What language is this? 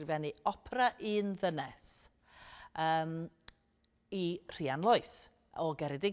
Welsh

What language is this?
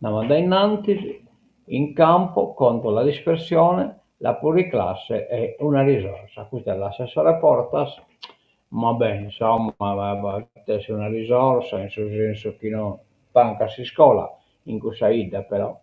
Sardinian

